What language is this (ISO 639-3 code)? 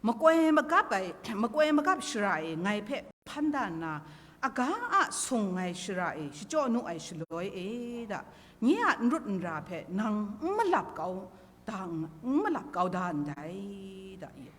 kac